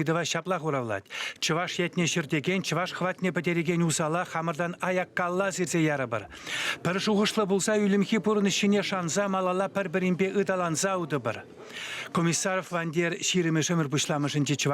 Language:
Chuvash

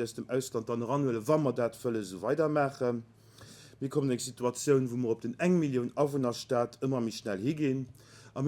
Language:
Luxembourgish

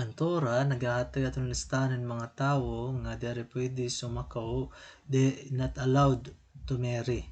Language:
Waray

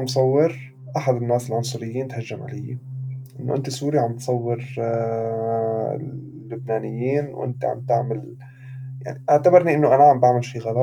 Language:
North Levantine Arabic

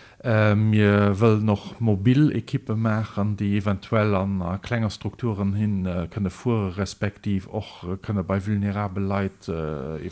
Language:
Luxembourgish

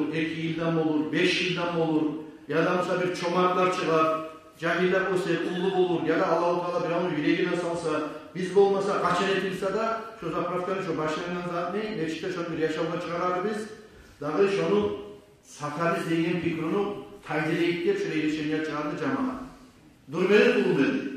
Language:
Kumyk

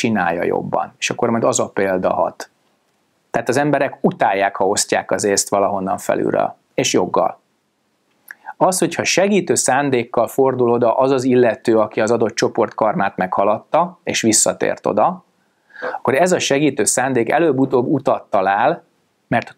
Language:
Hungarian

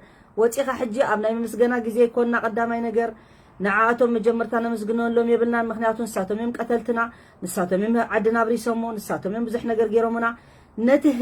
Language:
Tigrinya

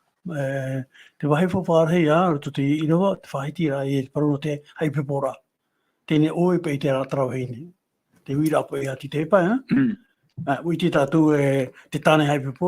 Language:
Tahitian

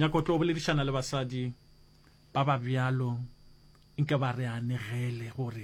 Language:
Northern Sotho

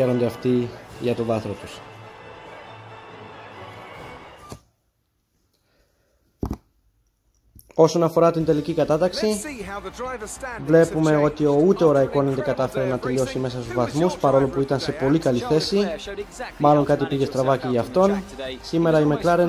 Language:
Greek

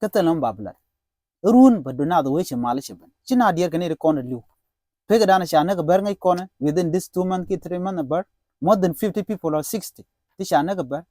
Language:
Nuer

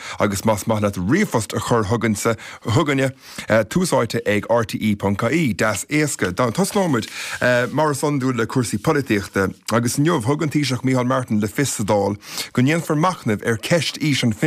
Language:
Irish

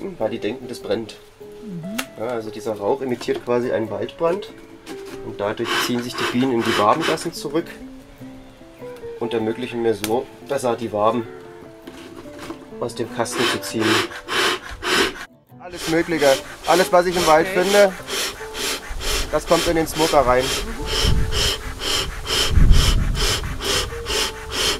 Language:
German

